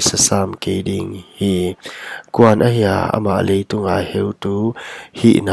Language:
Paite Chin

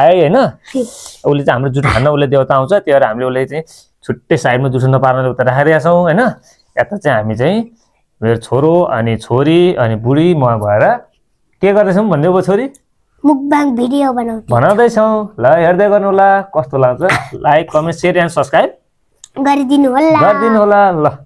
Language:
Nepali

